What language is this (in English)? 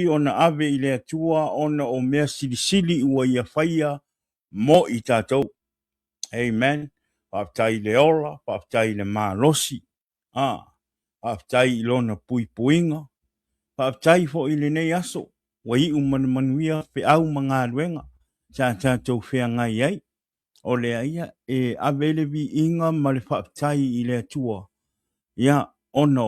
Samoan